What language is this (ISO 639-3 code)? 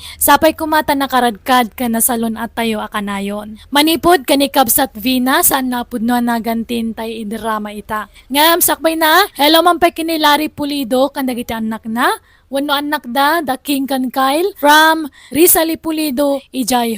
ilo